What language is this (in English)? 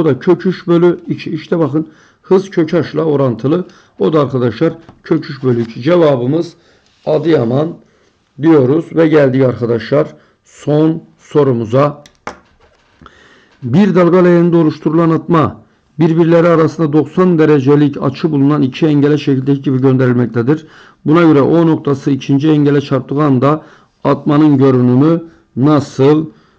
Turkish